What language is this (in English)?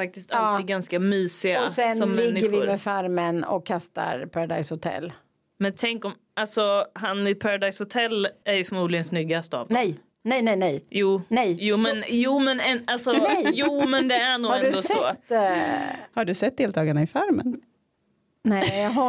Swedish